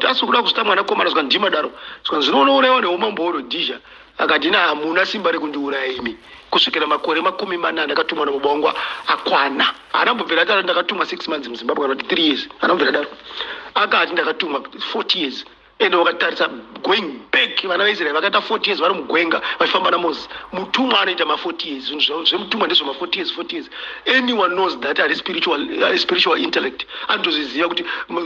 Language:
Shona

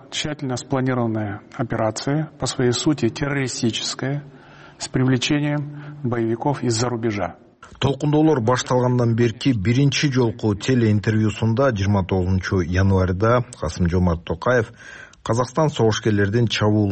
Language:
Kyrgyz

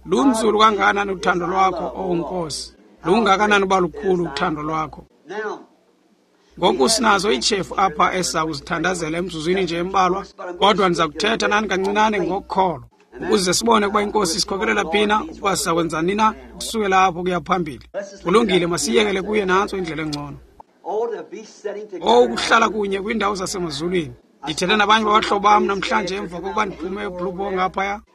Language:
Xhosa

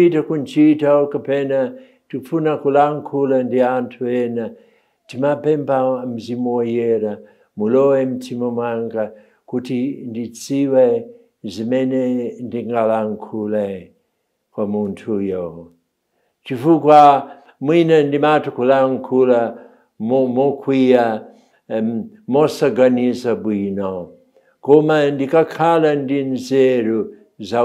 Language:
Nyanja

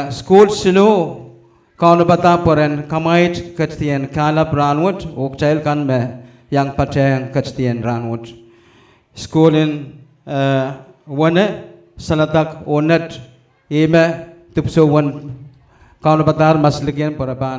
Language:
Pohnpeian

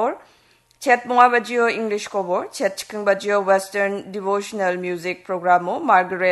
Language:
Garo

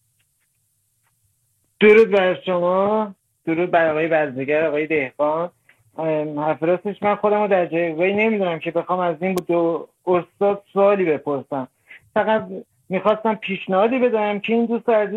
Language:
Persian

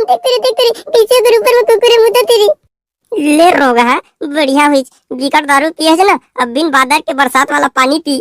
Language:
Chhattisgarhi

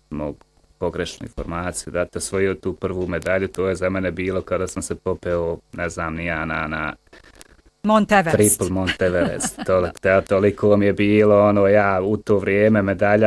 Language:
Bosnian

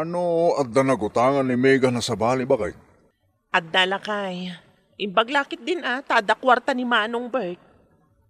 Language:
Iloko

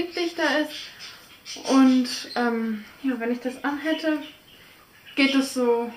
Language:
German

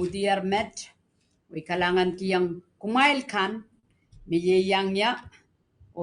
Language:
Pohnpeian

